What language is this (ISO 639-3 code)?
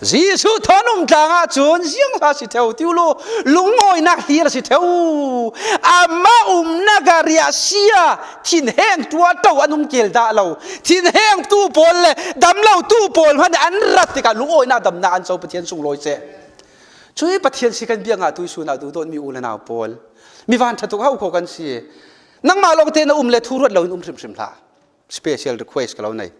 cfm